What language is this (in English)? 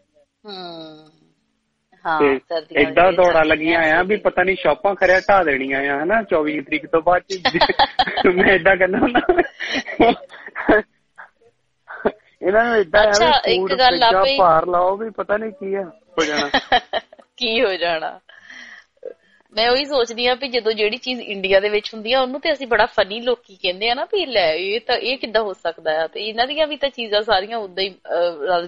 Punjabi